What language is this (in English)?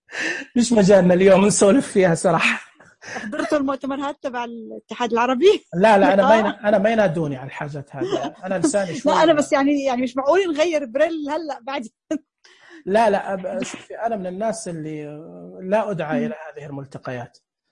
Najdi Arabic